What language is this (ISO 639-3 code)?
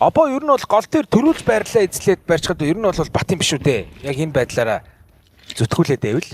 mon